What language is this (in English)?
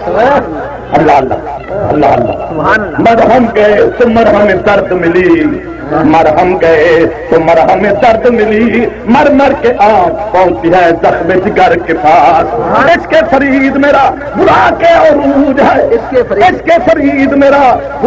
Saraiki